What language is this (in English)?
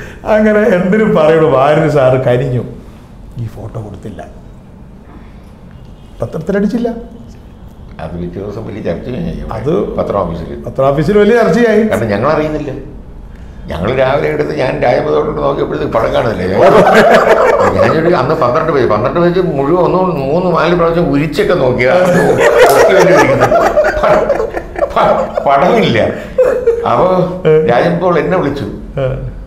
Malayalam